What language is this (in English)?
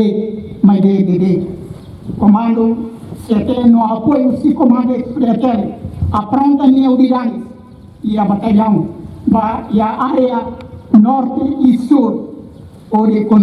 Tetum